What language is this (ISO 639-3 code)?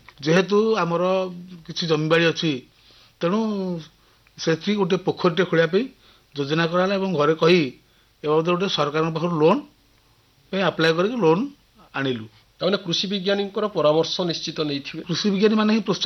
ori